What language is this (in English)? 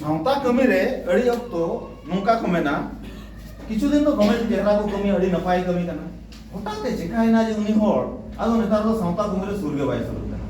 Santali